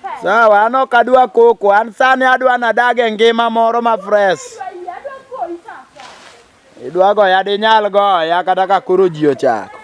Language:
Luo (Kenya and Tanzania)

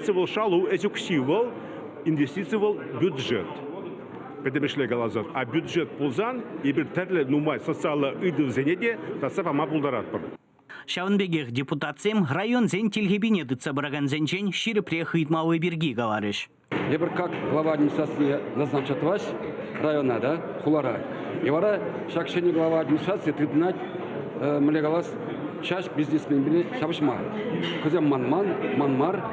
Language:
Chuvash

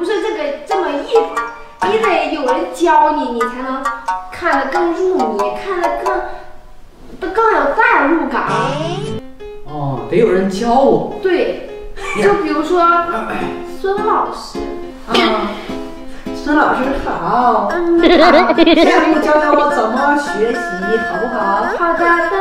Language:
Chinese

